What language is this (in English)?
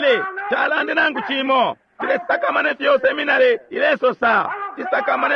Bemba